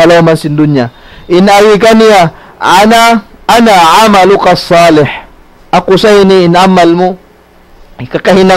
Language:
Tausug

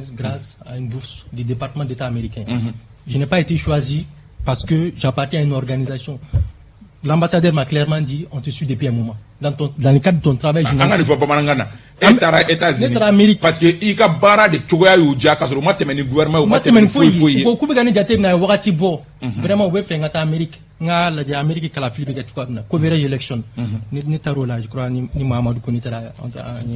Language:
Bambara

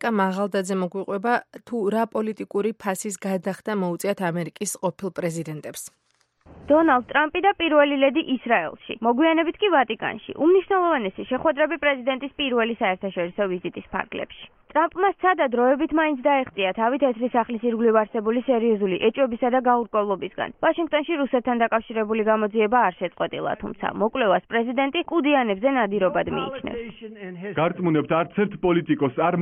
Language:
Georgian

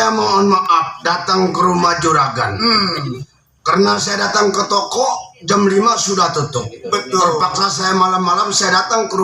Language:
Betawi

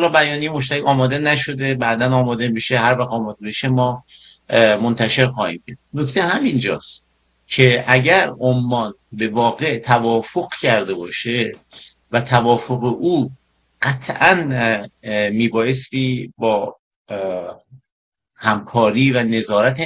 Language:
Persian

